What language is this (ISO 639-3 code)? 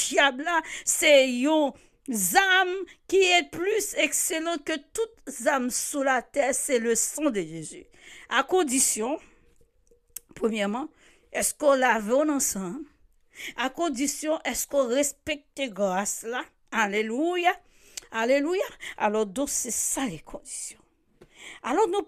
fra